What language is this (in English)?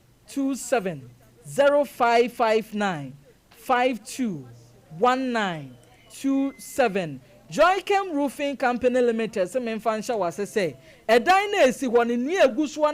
Akan